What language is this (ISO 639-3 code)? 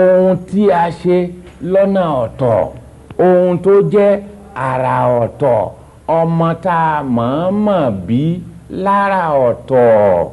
yor